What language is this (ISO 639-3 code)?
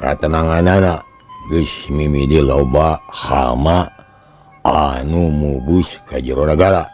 sun